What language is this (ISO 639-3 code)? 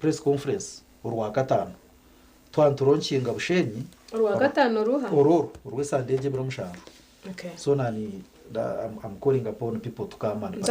nyn